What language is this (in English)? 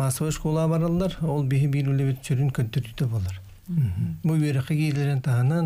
Yakut